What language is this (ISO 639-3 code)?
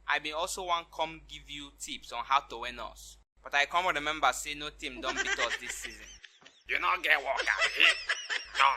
pcm